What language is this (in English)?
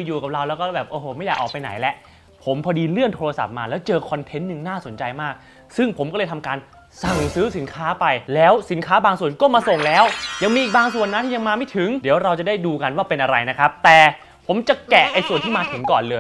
Thai